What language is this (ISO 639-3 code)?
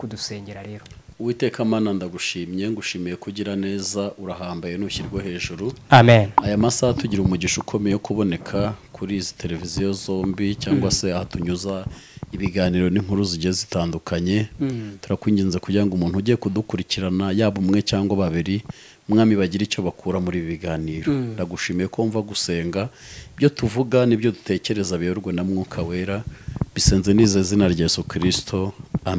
kin